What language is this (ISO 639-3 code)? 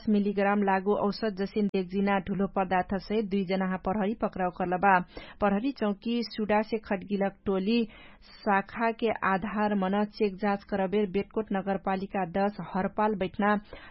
thl